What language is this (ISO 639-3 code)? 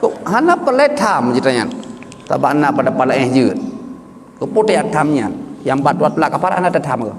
ace